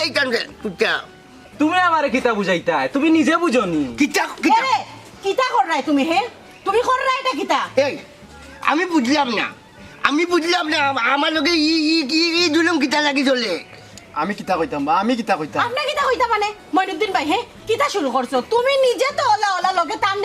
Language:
Sylheti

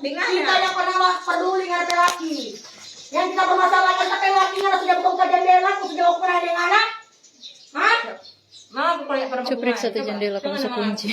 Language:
Manado Malay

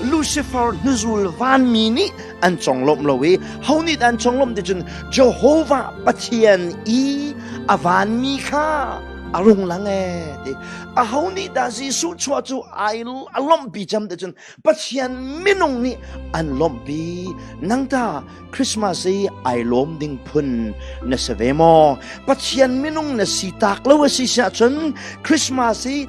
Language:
Hakha Chin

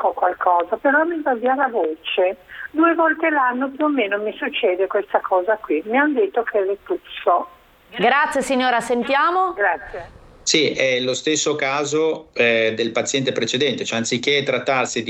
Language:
Italian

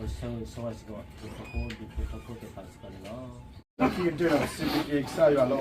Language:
S'gaw Karen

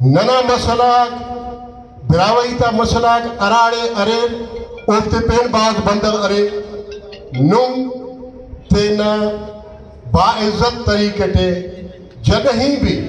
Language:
Brahui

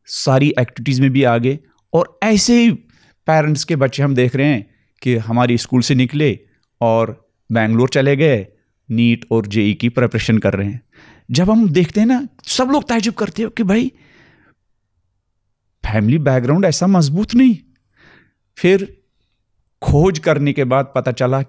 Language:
Urdu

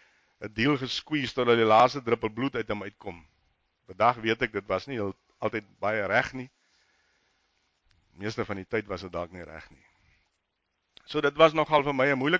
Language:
Afrikaans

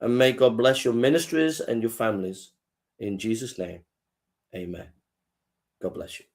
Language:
English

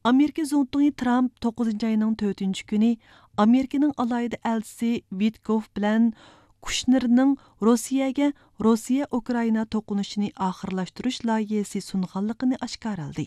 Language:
Uyghur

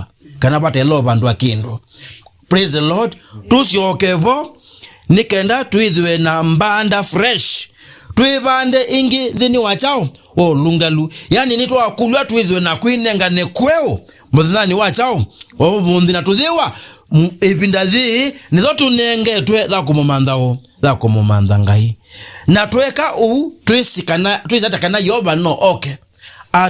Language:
Kamba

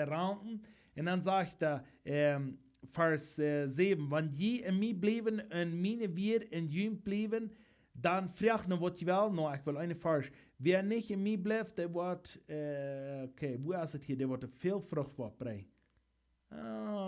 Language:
Plautdietsch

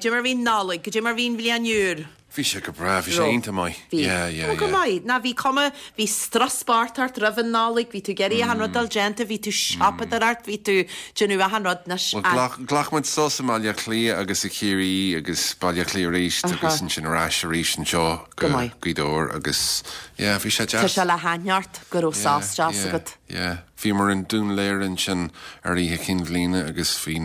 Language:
Irish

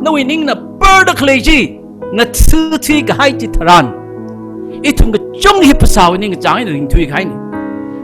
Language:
Tangkhul Naga (India)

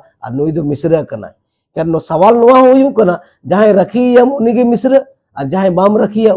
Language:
Santali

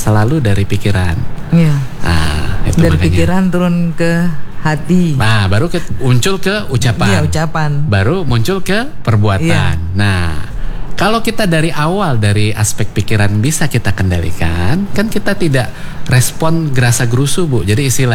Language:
Indonesian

